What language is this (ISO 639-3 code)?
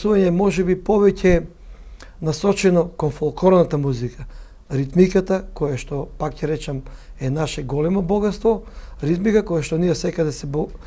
mkd